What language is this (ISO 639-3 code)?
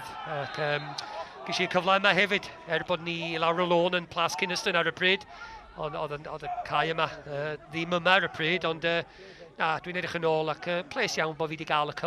cym